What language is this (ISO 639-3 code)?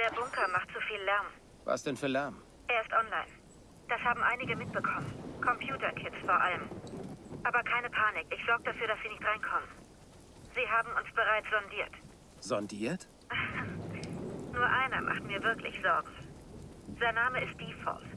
bar